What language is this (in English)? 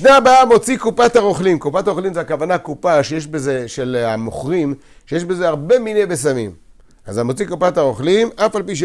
Hebrew